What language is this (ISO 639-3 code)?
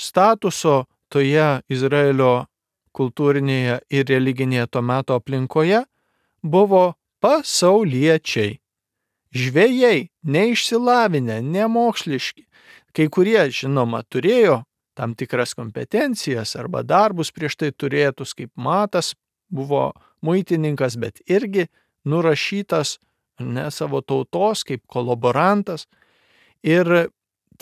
lit